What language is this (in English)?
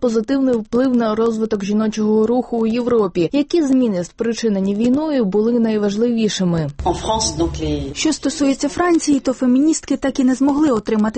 Ukrainian